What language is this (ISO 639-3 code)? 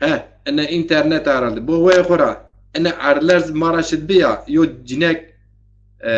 zza